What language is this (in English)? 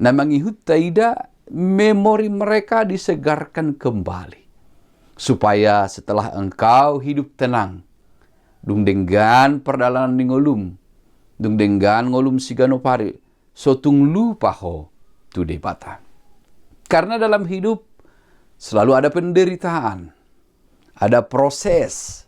Batak Toba